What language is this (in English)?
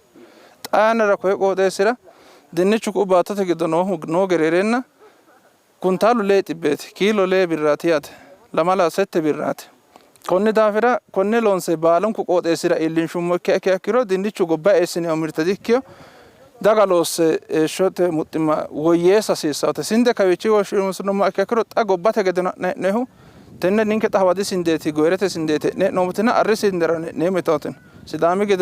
Sidamo